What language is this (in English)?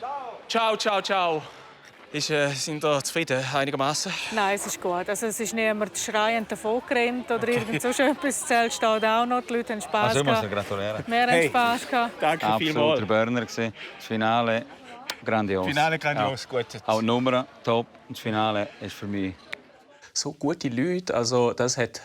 Swiss German